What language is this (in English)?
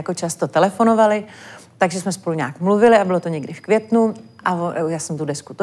Czech